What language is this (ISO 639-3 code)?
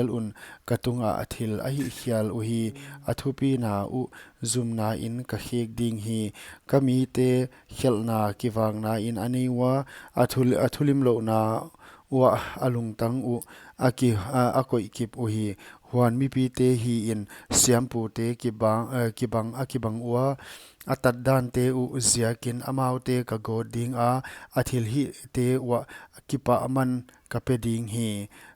pck